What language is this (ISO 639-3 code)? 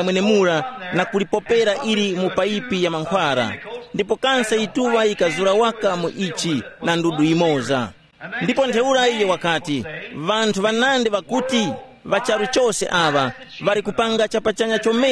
tum